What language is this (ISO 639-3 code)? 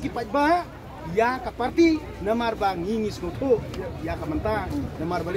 kha